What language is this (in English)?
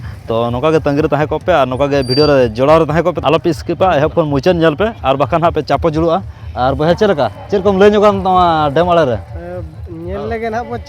Santali